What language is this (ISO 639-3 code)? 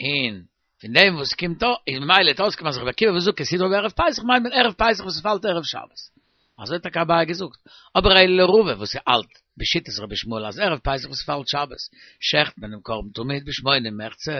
yid